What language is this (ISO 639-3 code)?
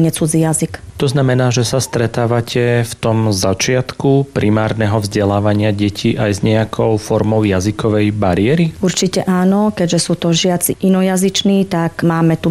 slk